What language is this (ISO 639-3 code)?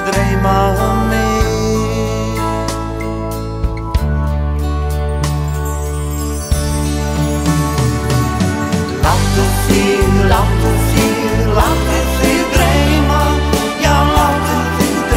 isl